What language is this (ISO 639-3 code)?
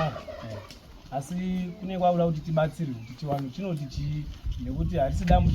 sna